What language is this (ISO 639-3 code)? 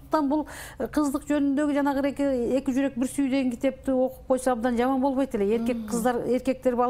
kir